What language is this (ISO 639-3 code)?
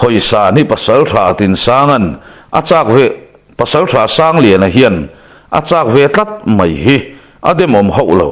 lus